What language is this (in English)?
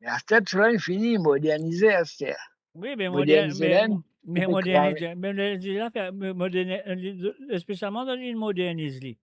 Morisyen